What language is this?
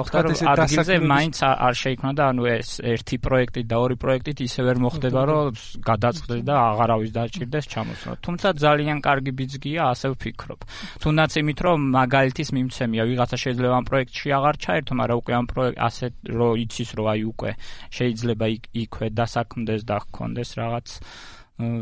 Georgian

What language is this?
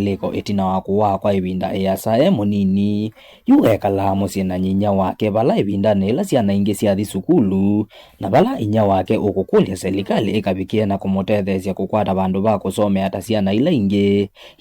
Kamba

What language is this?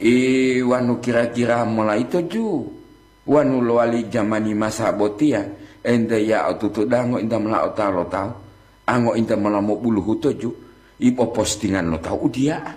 Gorontalo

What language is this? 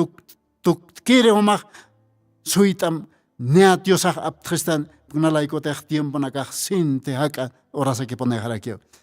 Aymara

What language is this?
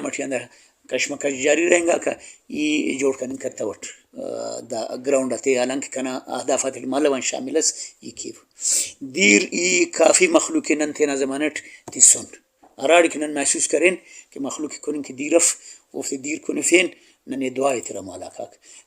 Brahui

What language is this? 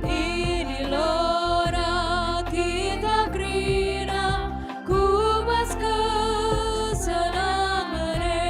Batak Karo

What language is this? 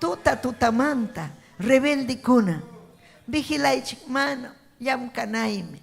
Ayacucho Quechua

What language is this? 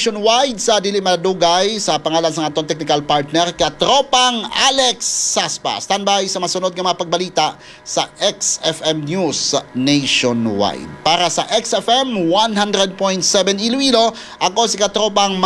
Hiligaynon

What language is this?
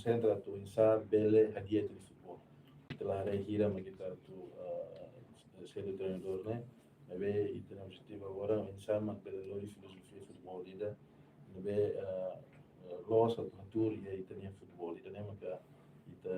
Tetum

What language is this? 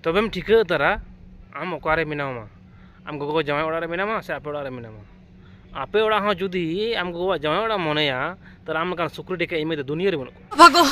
Santali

